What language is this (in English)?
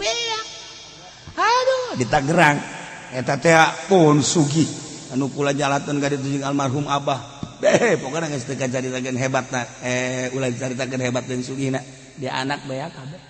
Sundanese